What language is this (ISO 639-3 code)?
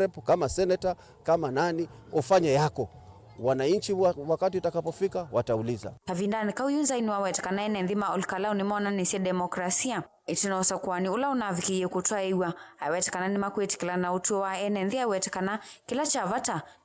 kam